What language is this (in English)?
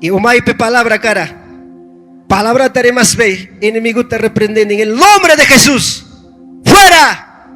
Ayacucho Quechua